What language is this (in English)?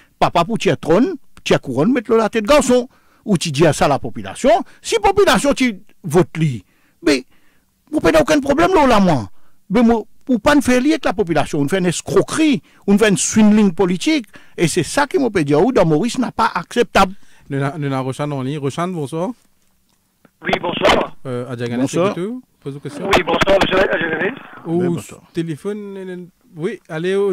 French